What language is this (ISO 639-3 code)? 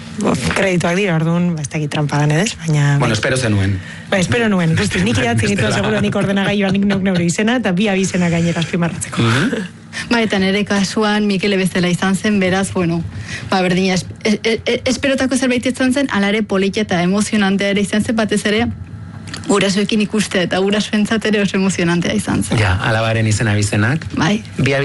eus